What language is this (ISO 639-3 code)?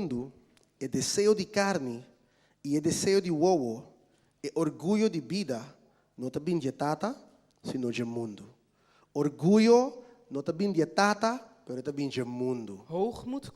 pap